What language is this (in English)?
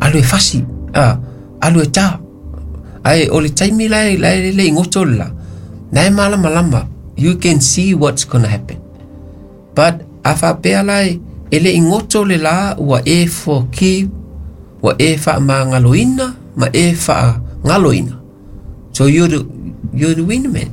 Samoan